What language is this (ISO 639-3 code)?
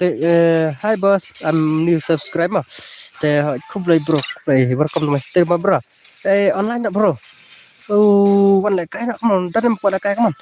kha